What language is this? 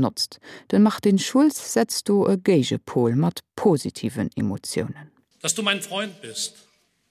Luxembourgish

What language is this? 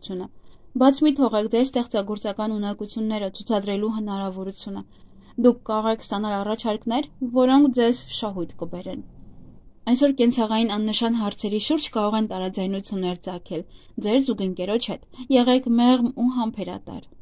Armenian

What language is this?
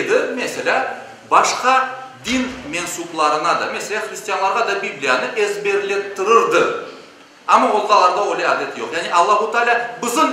Crimean Tatar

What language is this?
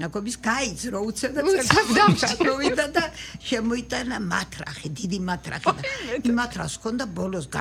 Georgian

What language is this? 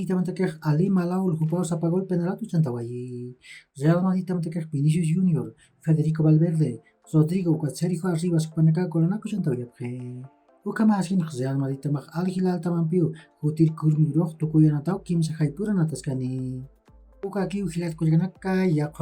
Aymara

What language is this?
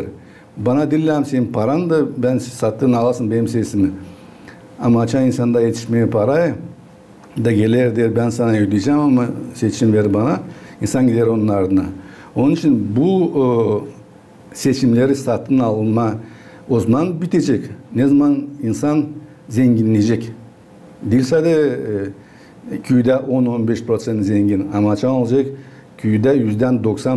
Gagauz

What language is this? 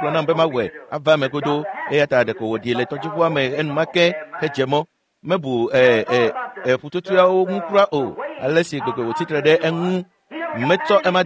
Ewe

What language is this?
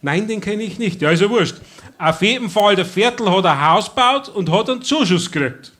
Bavarian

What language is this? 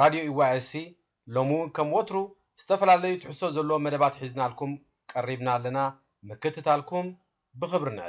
Tigrinya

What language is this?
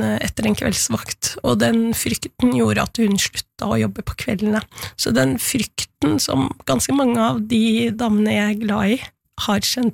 Norwegian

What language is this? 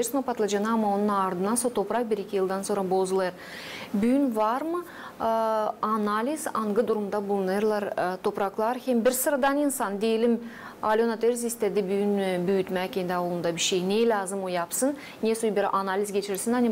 Gagauz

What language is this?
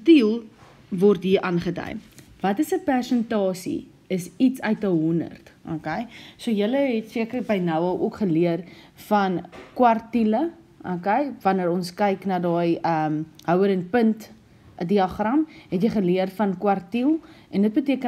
Afrikaans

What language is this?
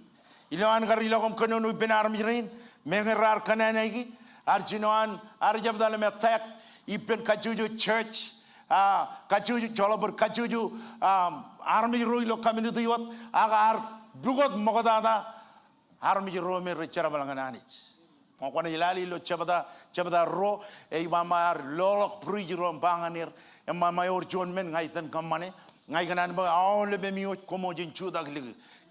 Marshallese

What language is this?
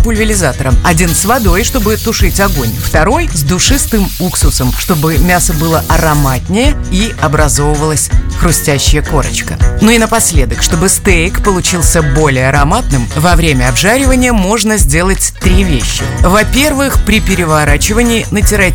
Russian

